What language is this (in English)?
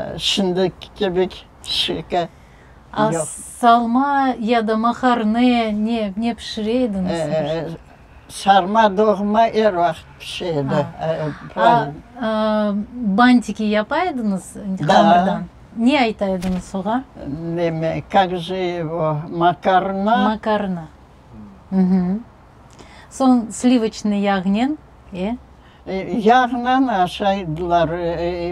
Crimean Tatar